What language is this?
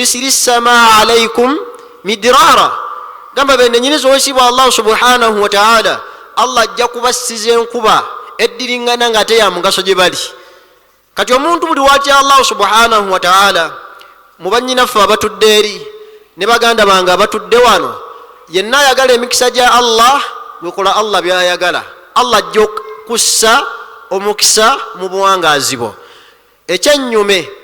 Ganda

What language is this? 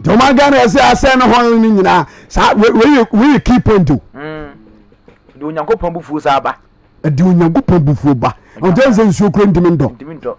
Akan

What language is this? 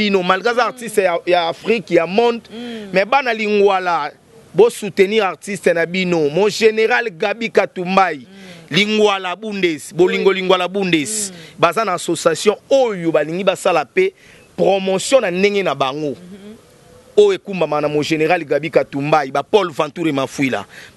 Lingala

